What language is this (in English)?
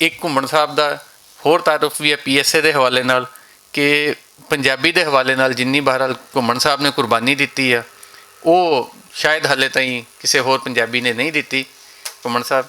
Western Panjabi